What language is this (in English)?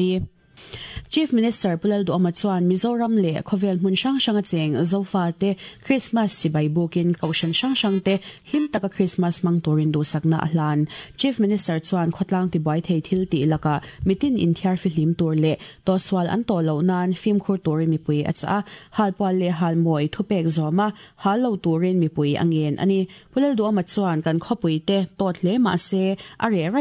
Mizo